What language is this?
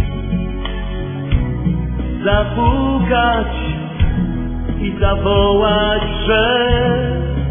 Polish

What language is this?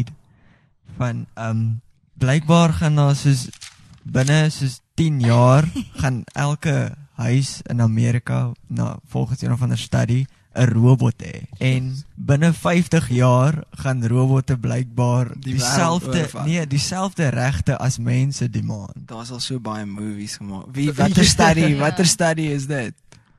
Afrikaans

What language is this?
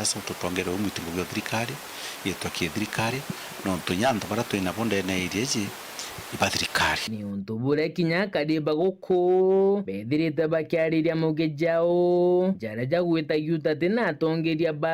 Meru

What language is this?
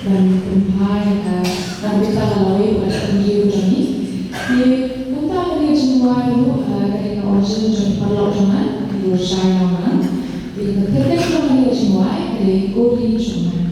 Khasi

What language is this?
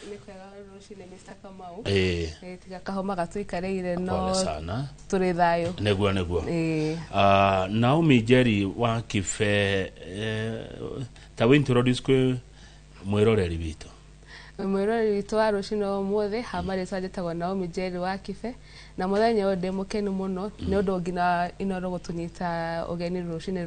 Kikuyu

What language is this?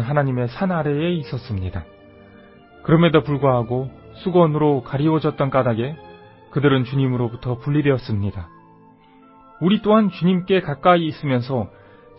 Korean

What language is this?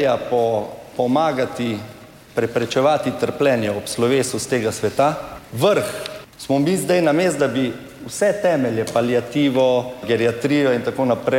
Slovenian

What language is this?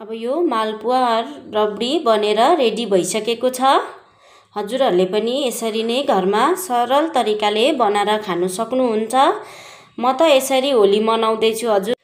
Nepali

